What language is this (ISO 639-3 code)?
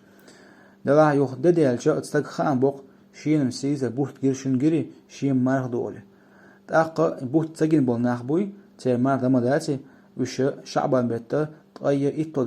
che